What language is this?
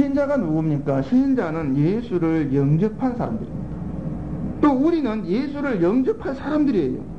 Korean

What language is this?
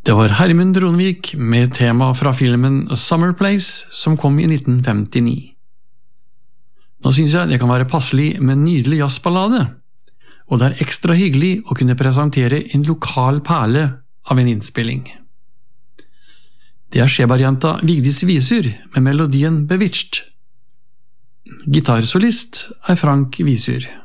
Norwegian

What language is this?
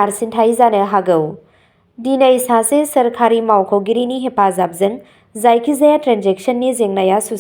Bodo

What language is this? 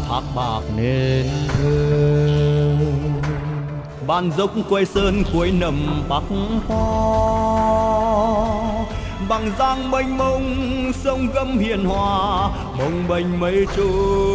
Vietnamese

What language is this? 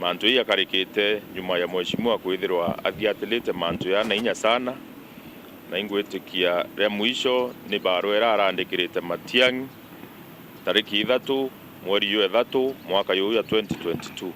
Meru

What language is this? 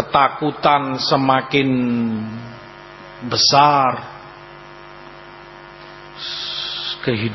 Indonesian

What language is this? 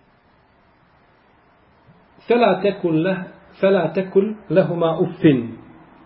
Bosnian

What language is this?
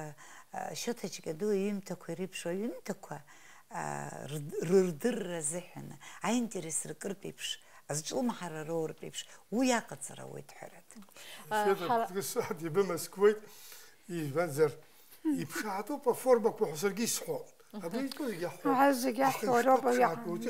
Abkhazian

